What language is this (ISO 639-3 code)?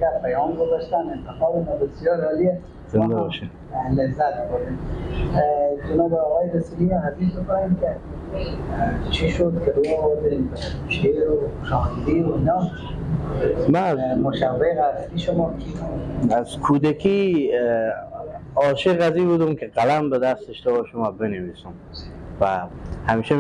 fas